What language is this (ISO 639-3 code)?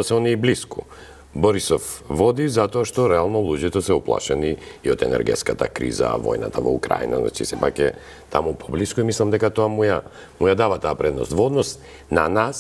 mkd